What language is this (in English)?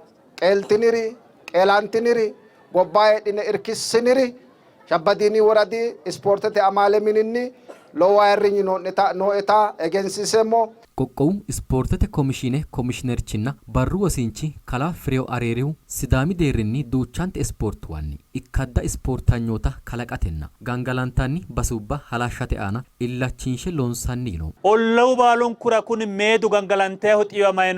Sidamo